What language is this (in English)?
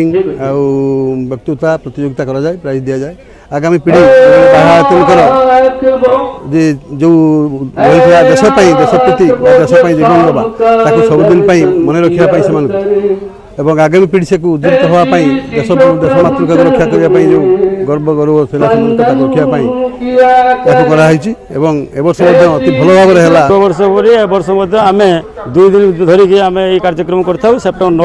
Odia